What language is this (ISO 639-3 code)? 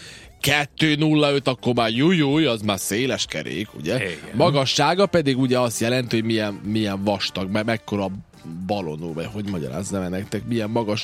hun